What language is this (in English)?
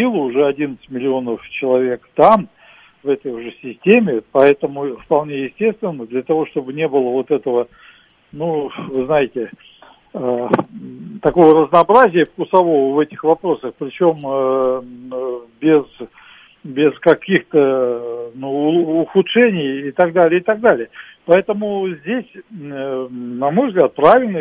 Russian